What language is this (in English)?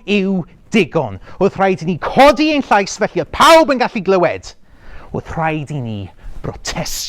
Welsh